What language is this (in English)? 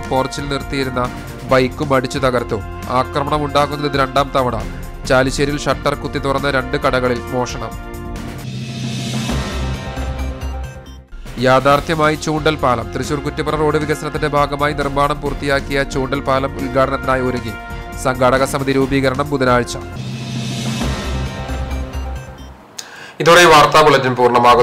Malayalam